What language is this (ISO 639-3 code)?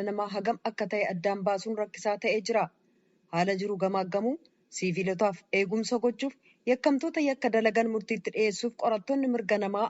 orm